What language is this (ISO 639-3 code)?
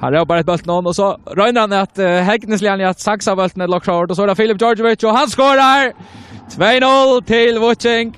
fao